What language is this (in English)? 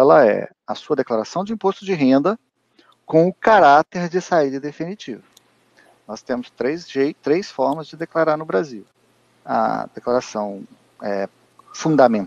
Portuguese